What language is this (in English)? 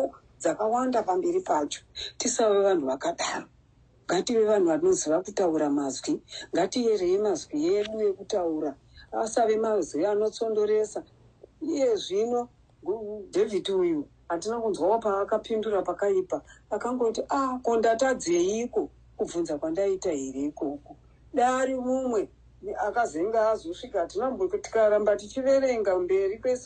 Shona